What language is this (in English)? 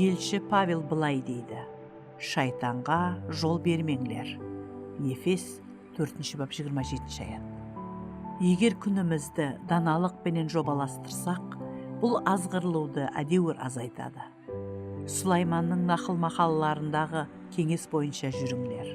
Kara-Kalpak